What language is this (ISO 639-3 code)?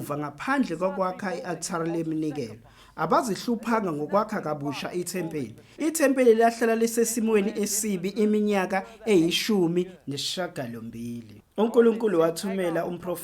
zul